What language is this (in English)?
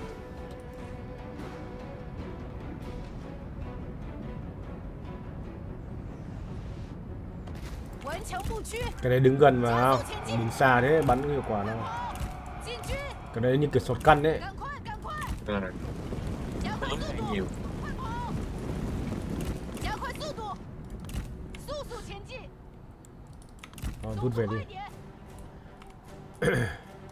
Vietnamese